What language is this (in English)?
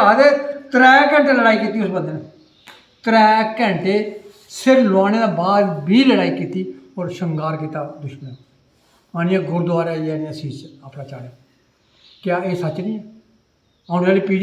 Dogri